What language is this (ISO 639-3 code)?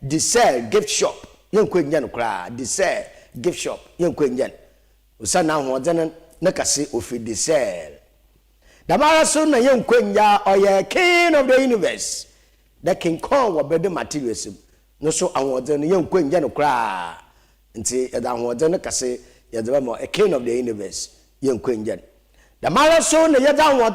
aka